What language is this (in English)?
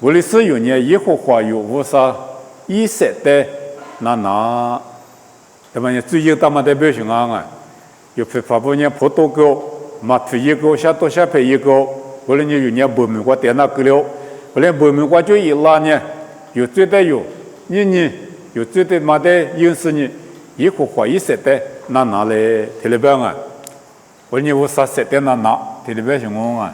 Lisu